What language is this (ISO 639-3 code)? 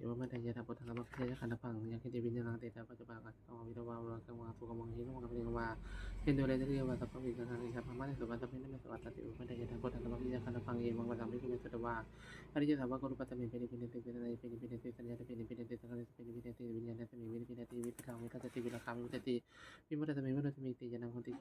pli